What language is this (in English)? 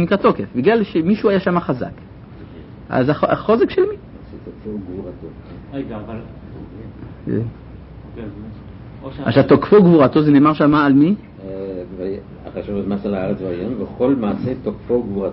Hebrew